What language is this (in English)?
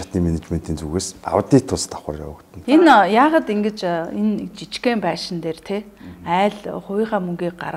Mongolian